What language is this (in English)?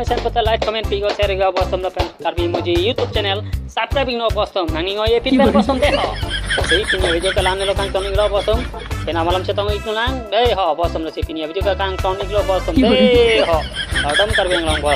Karbi